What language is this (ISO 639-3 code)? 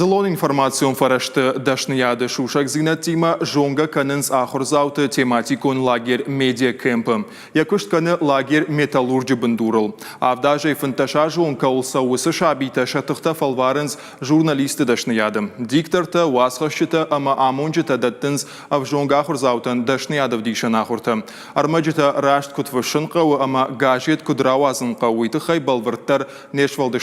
oss